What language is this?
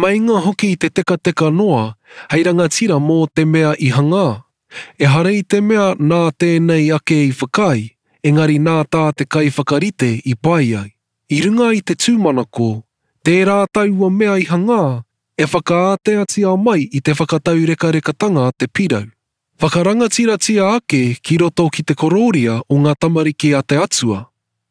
Māori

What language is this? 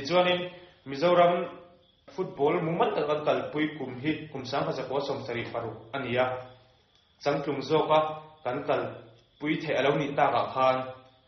Mizo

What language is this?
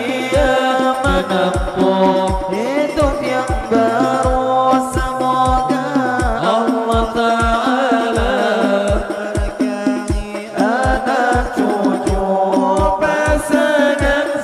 Banjar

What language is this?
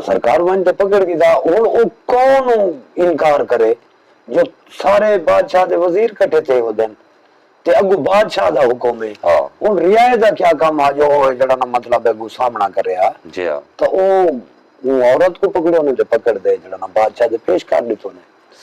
Saraiki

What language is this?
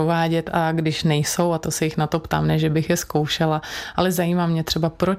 Czech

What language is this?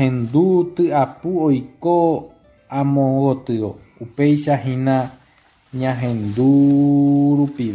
Guarani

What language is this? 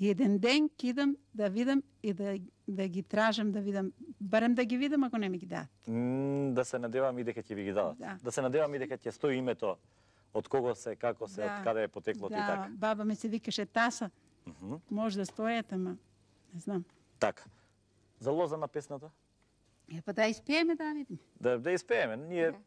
Macedonian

